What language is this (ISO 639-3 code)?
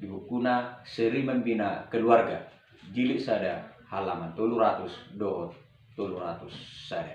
bbc